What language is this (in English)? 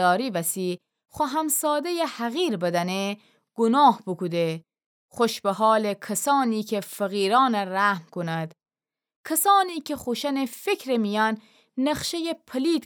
Gilaki